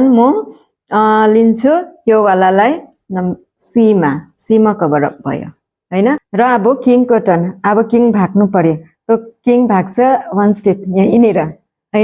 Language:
Nepali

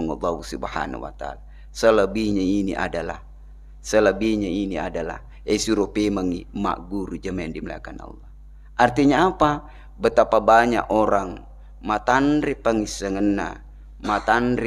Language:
Buginese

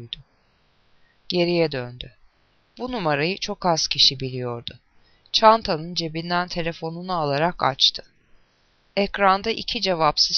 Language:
Turkish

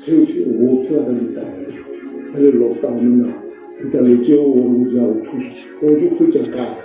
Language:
Northern Sotho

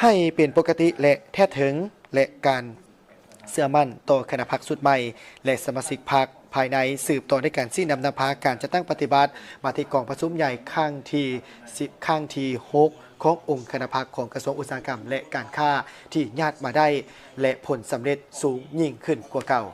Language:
Lao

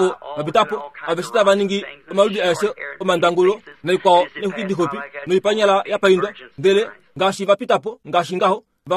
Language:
Kuanyama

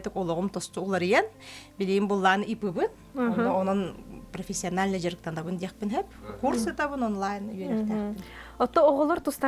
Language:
Yakut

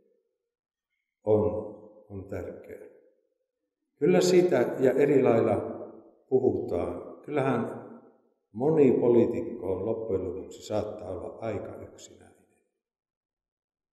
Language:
Finnish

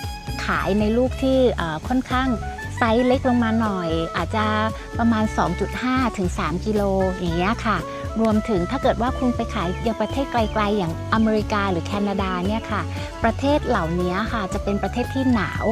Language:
Thai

